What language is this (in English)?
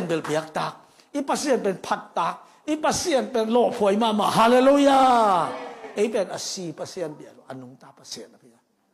Tedim Chin